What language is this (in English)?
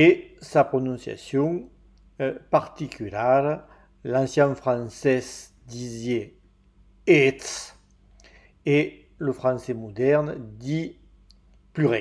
Occitan